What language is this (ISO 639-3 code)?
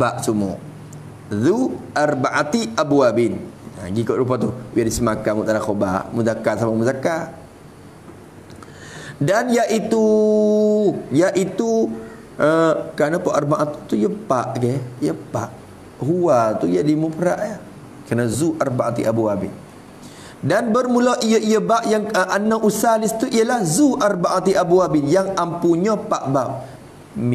msa